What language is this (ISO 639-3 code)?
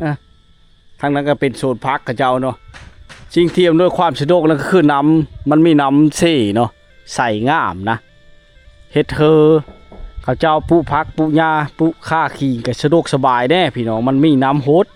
lao